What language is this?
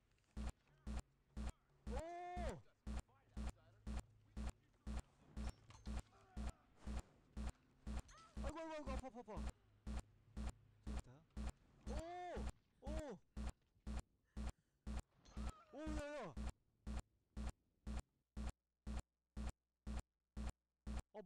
Korean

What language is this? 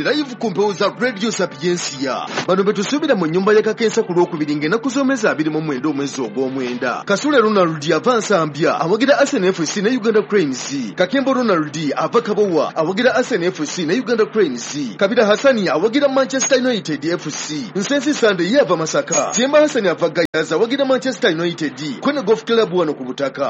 Ganda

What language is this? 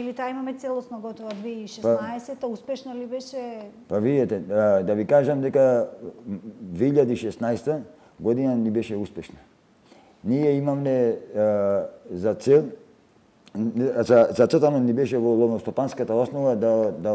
Macedonian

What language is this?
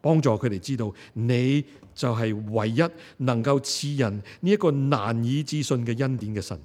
Cantonese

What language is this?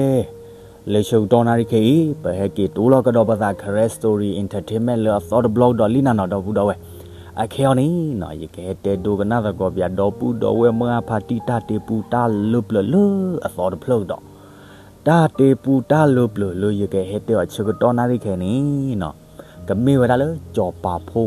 S'gaw Karen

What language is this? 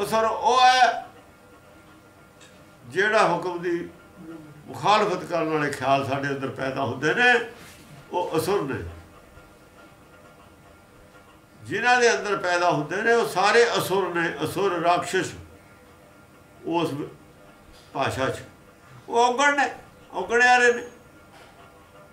Punjabi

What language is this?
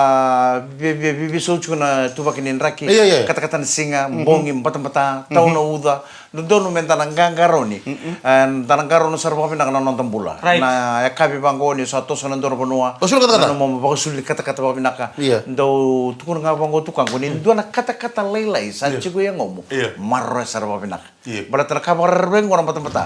Fijian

